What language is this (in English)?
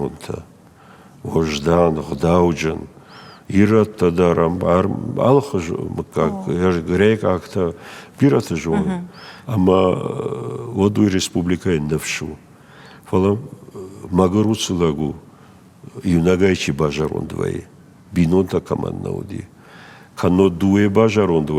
Ossetic